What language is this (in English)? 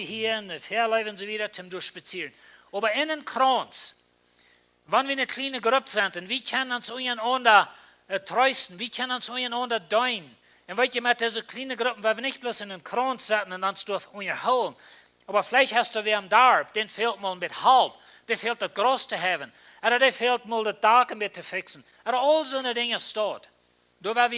Plautdietsch